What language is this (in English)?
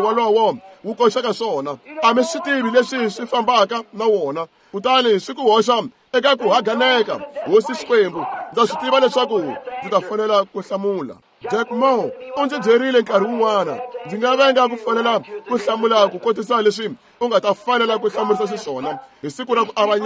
Tsonga